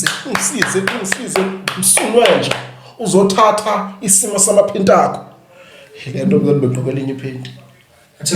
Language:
Zulu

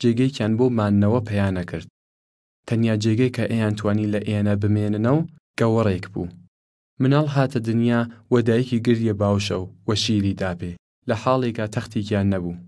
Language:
Southern Kurdish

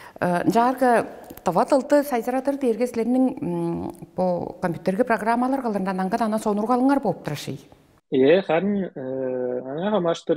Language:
Tuvinian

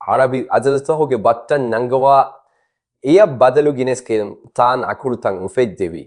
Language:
Divehi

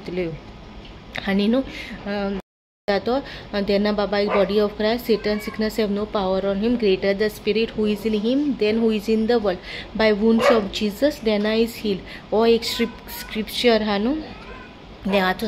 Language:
Konkani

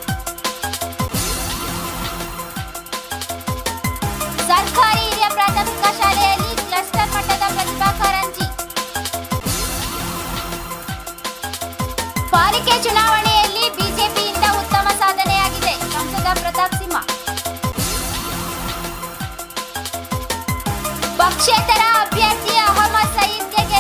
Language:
Kannada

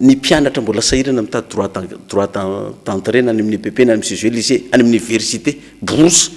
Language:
Malagasy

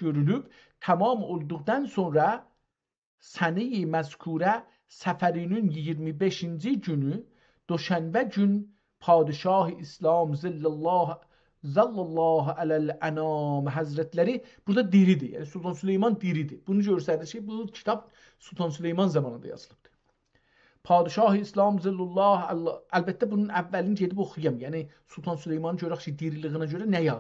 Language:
South Azerbaijani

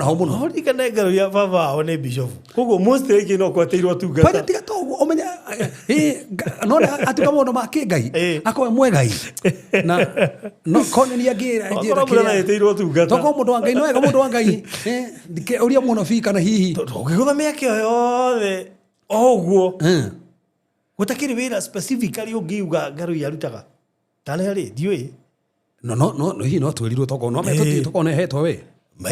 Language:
Kikuyu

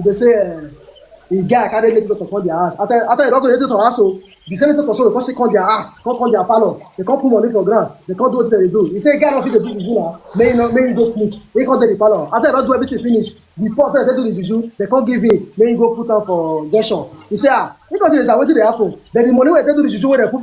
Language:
Nigerian Pidgin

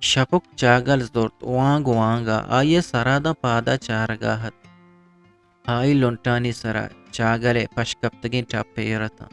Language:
Eastern Balochi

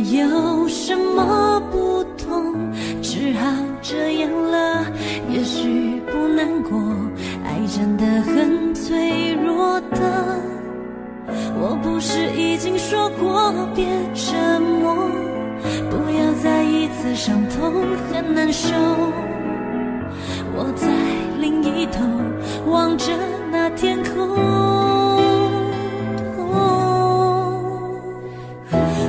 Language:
Chinese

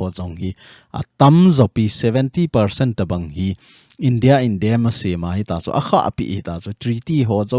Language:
Thado Chin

